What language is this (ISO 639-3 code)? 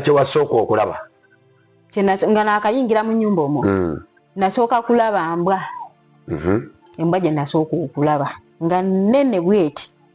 lug